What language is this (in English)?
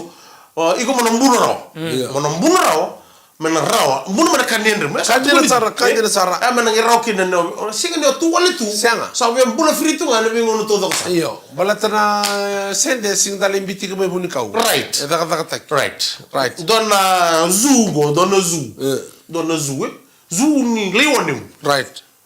Fijian